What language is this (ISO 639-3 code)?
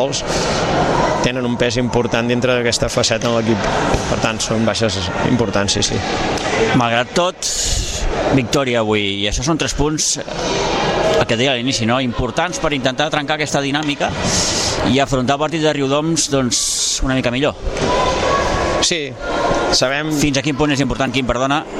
cat